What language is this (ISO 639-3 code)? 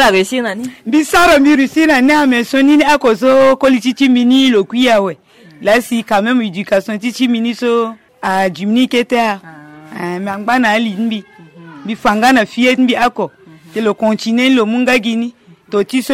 sag